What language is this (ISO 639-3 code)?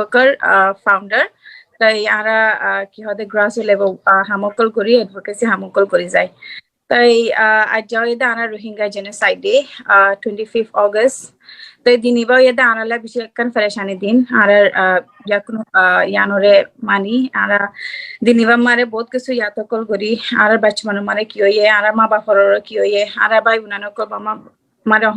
rhg